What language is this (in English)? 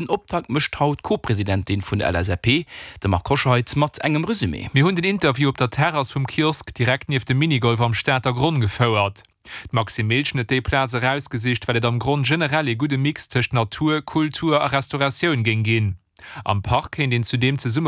Luxembourgish